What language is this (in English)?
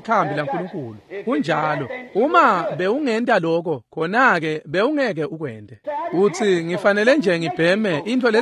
Swati